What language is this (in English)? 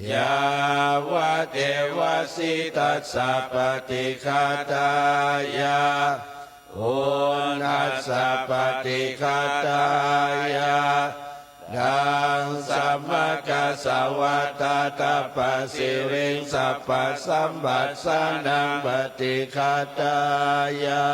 Pali